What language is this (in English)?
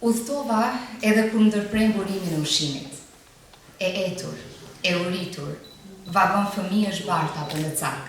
Albanian